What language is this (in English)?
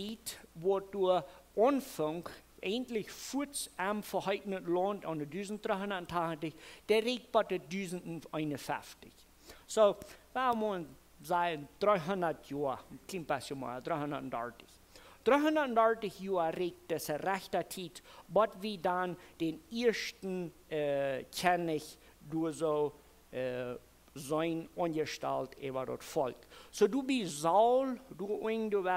Plautdietsch